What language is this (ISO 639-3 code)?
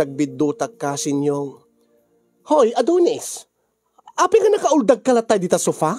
ilo